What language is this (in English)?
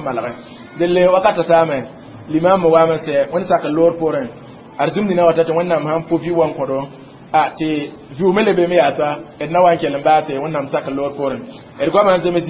Mossi